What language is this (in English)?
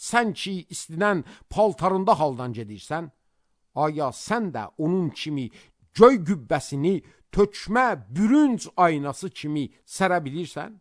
Azerbaijani